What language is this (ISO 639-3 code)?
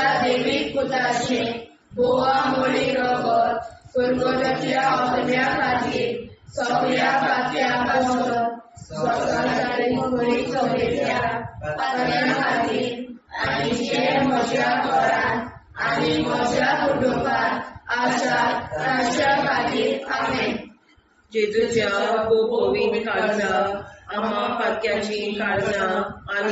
kok